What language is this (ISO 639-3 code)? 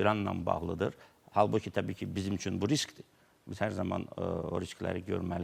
aze